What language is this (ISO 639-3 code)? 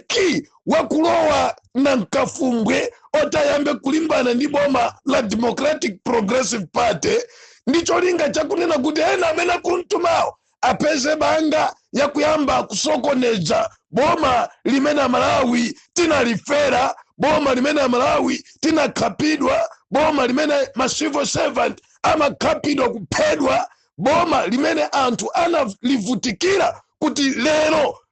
nya